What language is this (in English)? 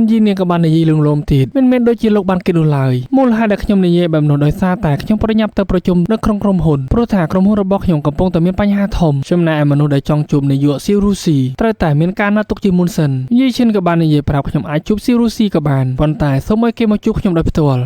Khmer